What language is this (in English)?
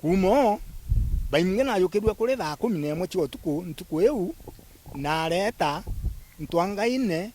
Meru